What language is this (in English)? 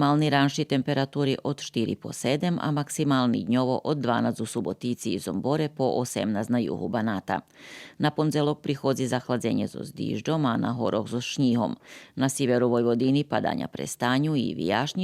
Rusyn